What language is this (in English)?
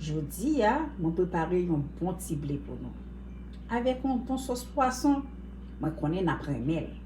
Haitian Creole